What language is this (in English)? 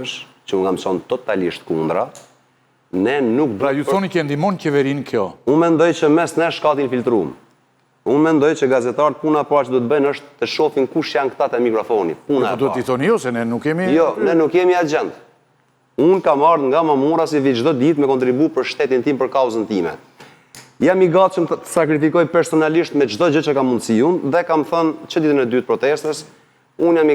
Albanian